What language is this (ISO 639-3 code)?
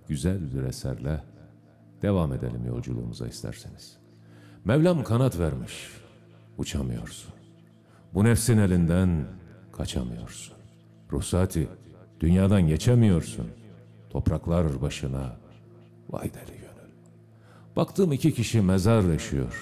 tur